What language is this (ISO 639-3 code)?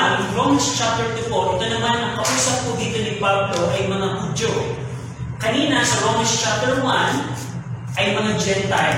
fil